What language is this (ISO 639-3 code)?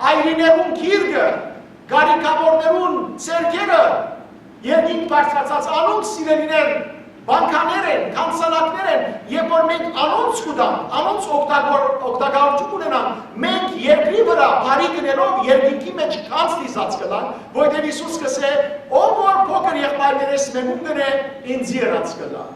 hyw